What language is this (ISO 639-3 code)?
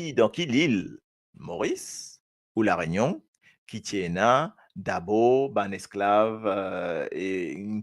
mfe